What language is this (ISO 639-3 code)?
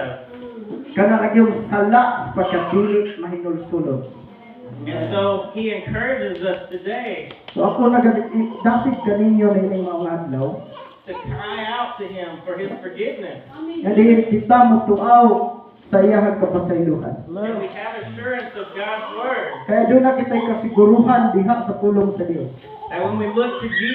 ceb